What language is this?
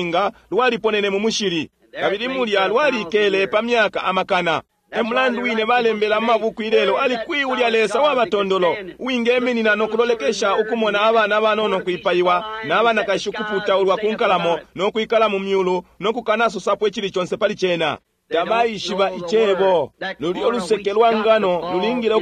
Bemba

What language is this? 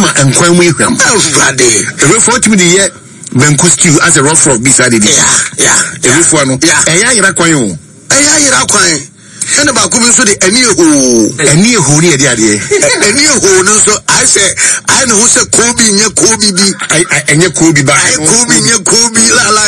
Akan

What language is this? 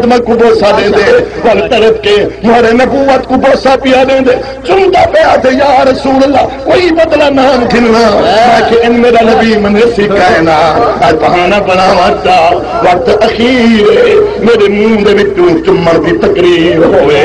Saraiki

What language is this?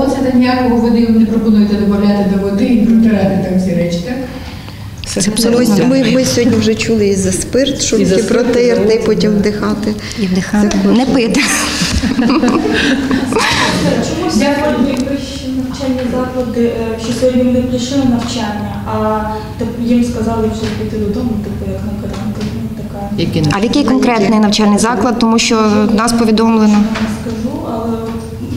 Ukrainian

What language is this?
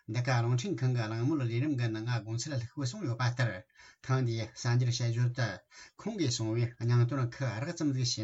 Tibetan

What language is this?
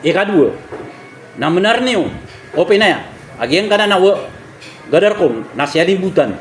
Maranao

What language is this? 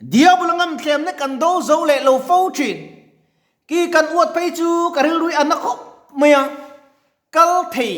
Mizo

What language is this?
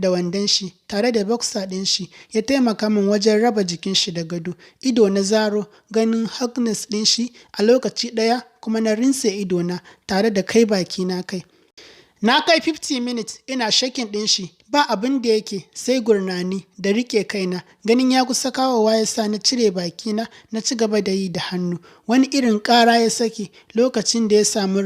Hausa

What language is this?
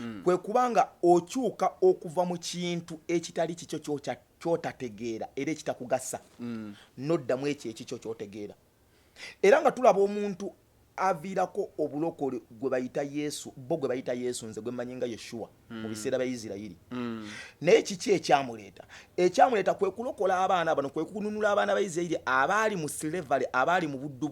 Ganda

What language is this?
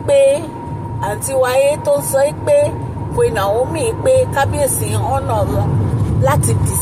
Yoruba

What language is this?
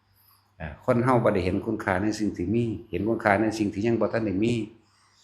Northeastern Thai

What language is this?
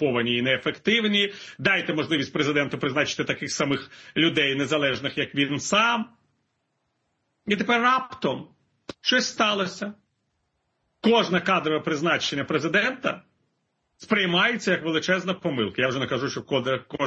Ukrainian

